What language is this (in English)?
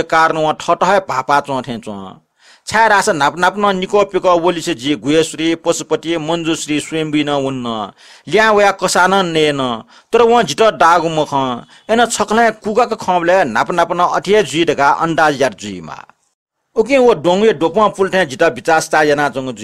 Newari